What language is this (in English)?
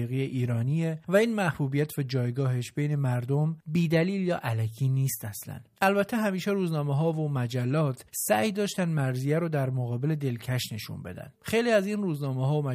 Persian